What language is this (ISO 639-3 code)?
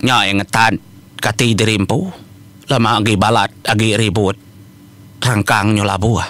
iba